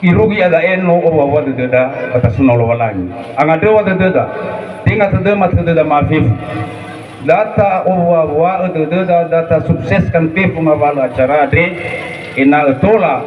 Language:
Nias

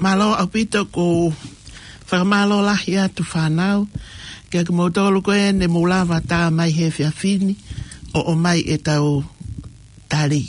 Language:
Tongan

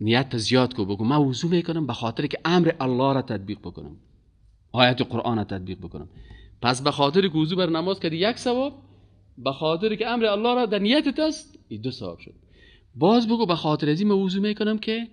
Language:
Persian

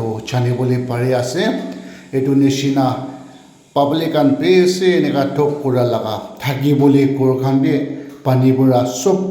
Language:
Naga Pidgin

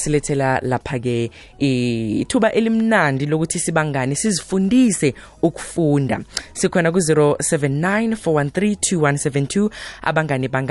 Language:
South Ndebele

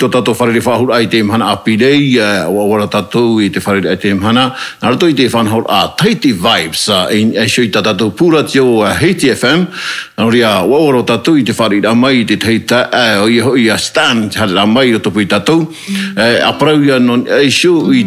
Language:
Tahitian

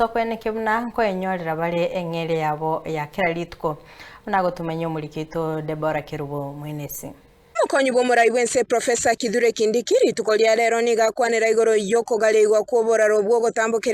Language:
Gusii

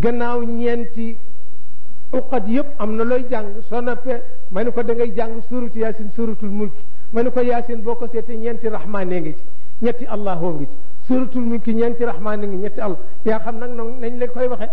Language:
Wolof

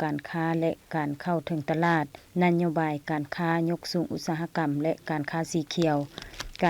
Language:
Lao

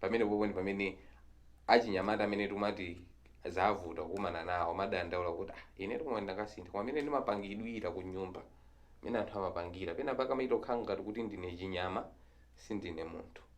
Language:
Nyanja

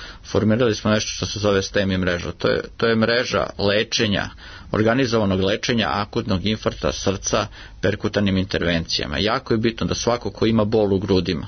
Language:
Serbian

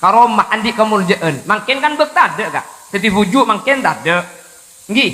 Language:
Madurese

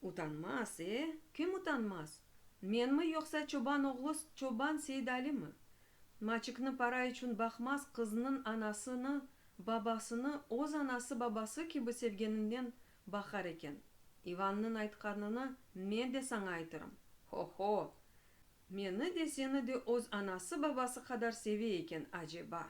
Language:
Crimean Tatar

